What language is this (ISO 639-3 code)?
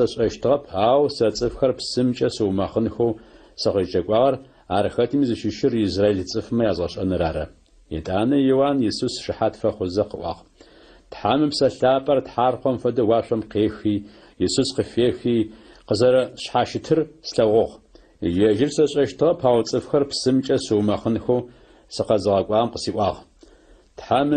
ady